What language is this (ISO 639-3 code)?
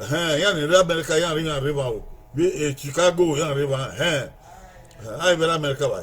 bin